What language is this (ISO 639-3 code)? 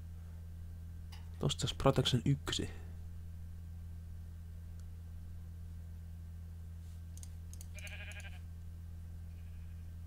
fin